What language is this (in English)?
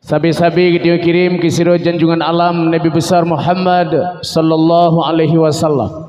Achinese